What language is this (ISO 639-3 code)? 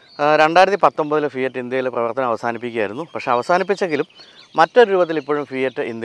mal